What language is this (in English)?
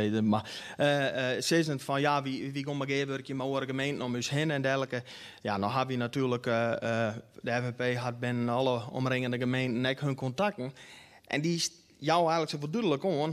Western Frisian